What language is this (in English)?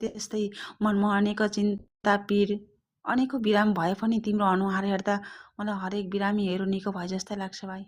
Nepali